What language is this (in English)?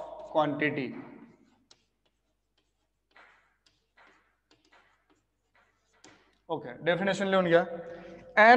Marathi